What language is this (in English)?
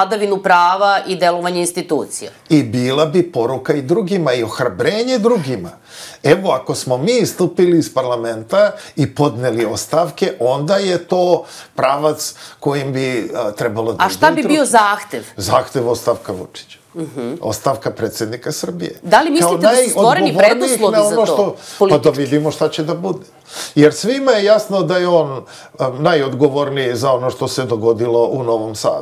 Serbian